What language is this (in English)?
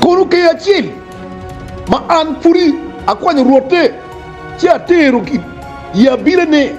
Acoli